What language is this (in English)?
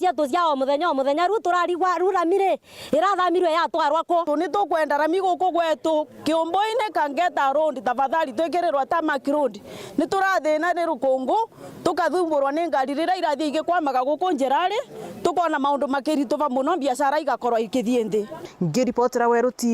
Meru